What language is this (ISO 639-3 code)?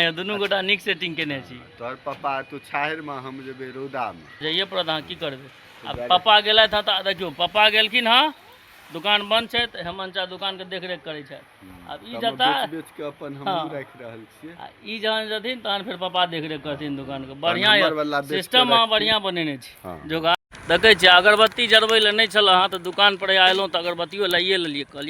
mai